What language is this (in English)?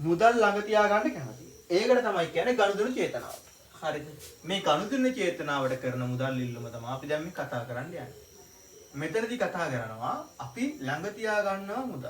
Sinhala